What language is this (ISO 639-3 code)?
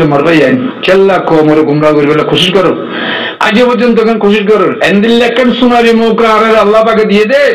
rhg